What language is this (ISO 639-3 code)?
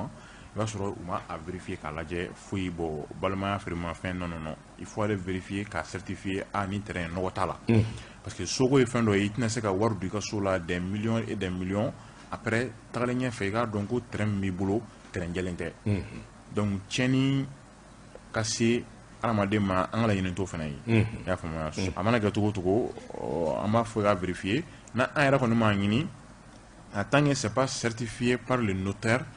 bam